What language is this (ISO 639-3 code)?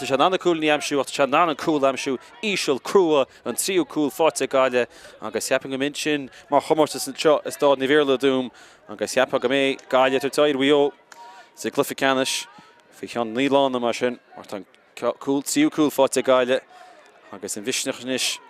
gle